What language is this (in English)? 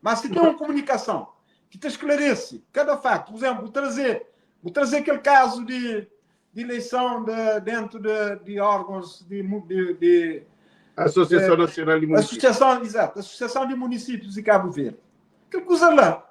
Kabuverdianu